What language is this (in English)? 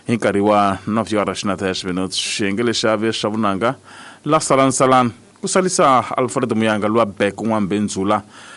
Tsonga